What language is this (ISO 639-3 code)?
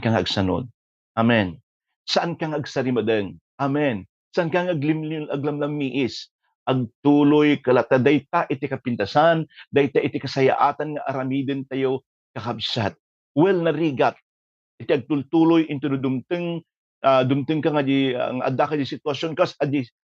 ilo